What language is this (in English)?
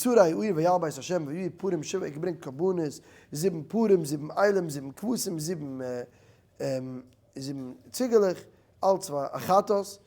Yiddish